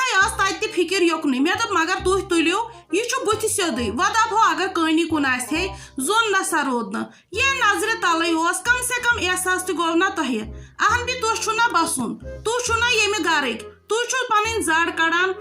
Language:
Kashmiri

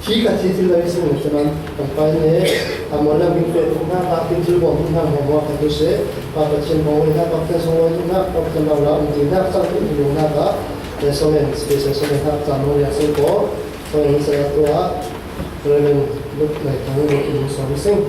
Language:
Falam Chin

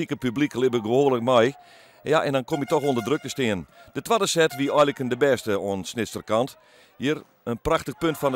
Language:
Western Frisian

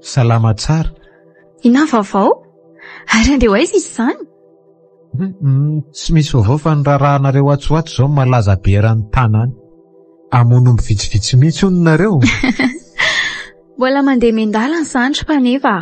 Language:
Malagasy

